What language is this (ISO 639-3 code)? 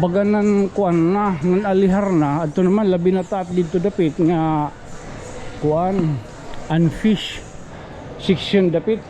war